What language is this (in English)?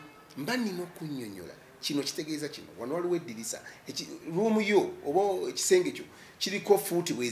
Ganda